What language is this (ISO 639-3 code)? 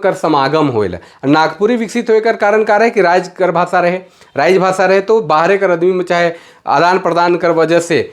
sck